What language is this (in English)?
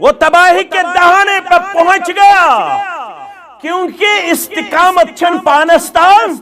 Kashmiri